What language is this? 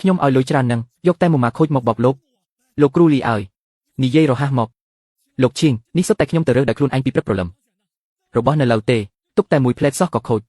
Khmer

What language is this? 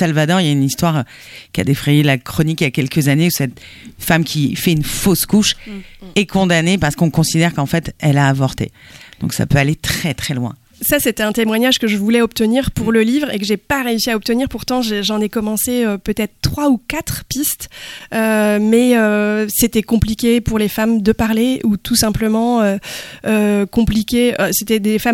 French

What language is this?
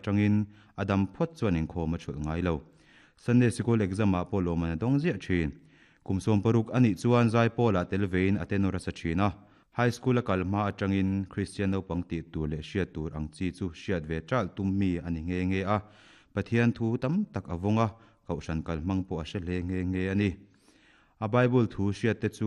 Mizo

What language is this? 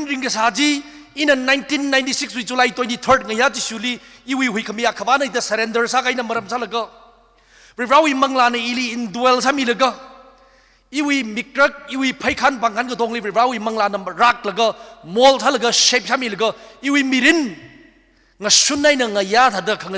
Tangkhul Naga (India)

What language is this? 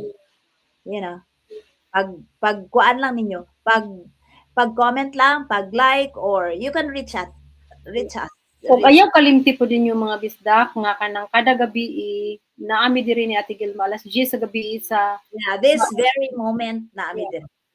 Cebuano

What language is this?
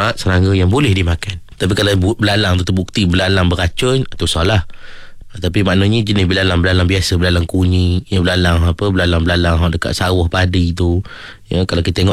Malay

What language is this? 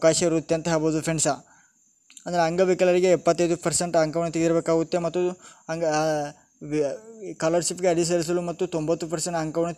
Kannada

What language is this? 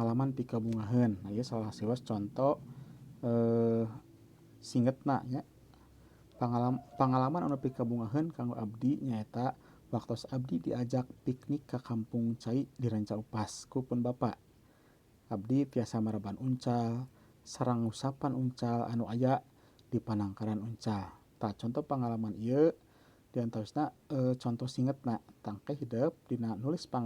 Sundanese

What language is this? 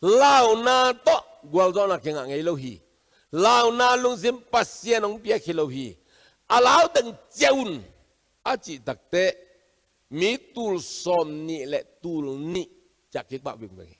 Tedim Chin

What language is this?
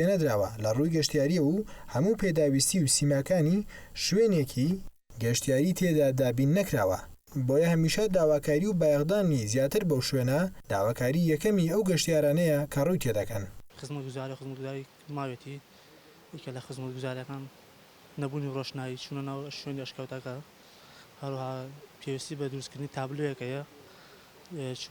Central Kurdish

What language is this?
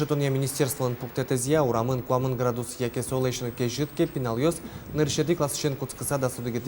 Udmurt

